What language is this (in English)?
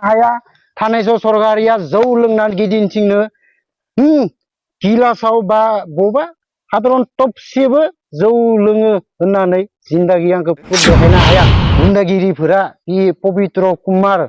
Bodo